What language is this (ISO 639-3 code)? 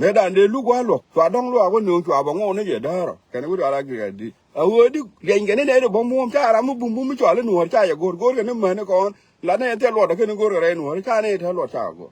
nus